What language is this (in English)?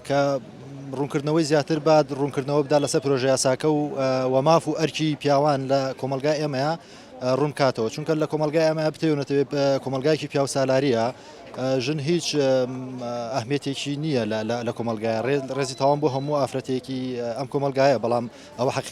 Central Kurdish